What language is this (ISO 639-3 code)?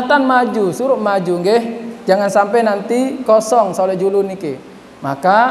sas